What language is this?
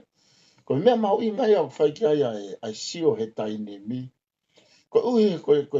Tongan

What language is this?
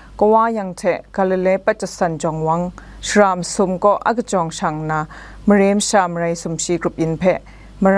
Kachin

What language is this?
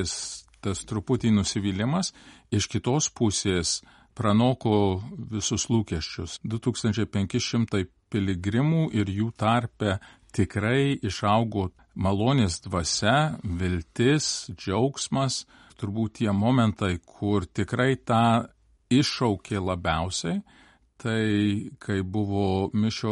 Lithuanian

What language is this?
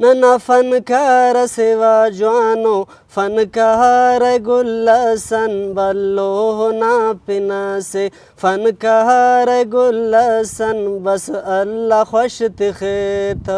Brahui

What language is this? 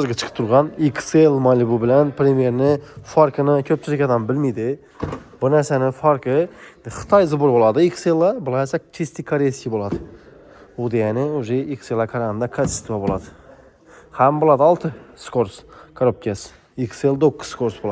Uzbek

